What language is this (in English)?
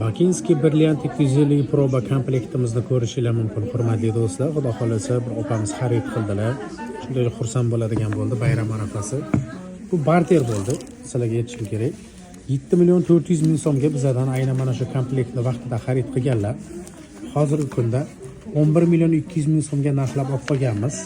Uzbek